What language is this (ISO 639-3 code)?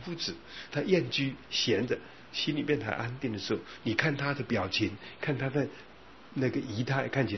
zho